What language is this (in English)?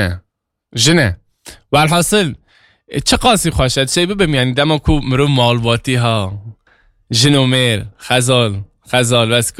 Kurdish